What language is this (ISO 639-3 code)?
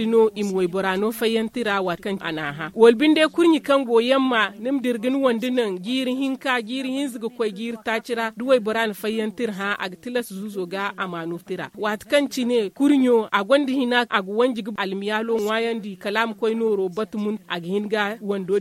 dje